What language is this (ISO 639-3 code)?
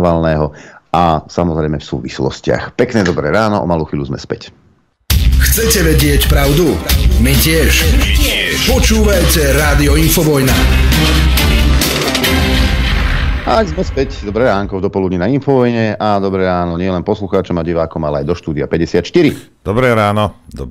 slk